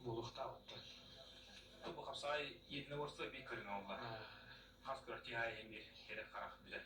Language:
Yakut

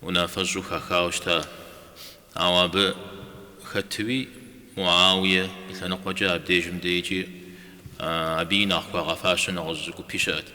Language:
Kabardian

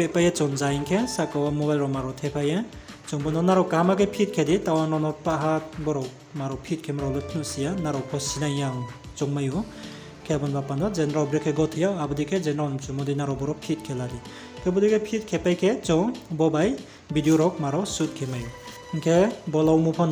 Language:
Riang (India)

